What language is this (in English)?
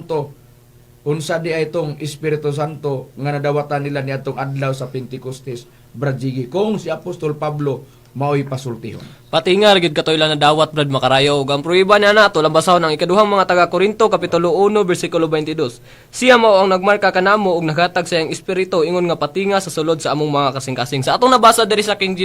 Cebuano